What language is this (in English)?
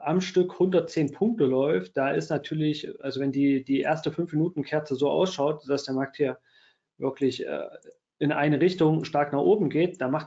German